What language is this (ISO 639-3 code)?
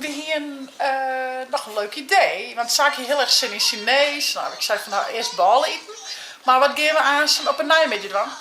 fry